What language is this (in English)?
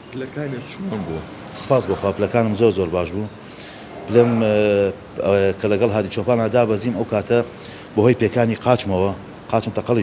Central Kurdish